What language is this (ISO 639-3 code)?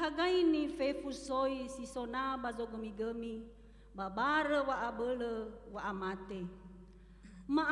nia